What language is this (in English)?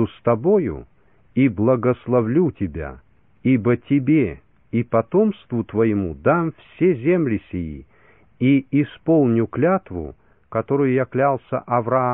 Russian